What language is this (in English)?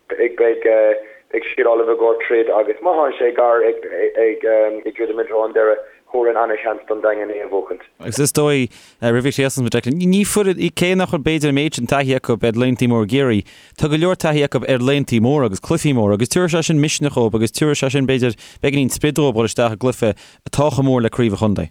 Irish